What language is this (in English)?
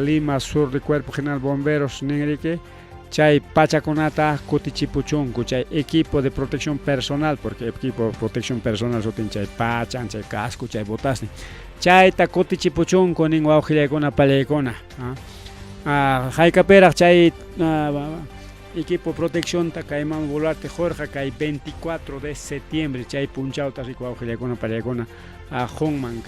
Ayacucho Quechua